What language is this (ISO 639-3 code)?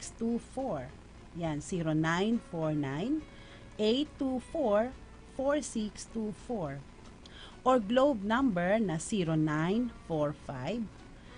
fil